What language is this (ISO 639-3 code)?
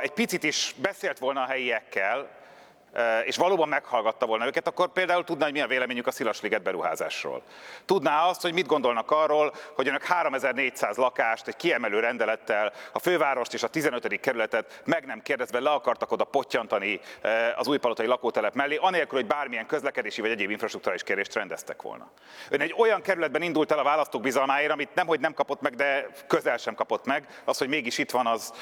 hun